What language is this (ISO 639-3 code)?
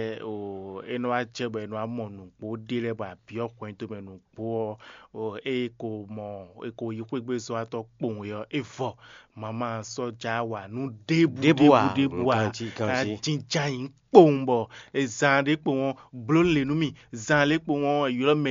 fon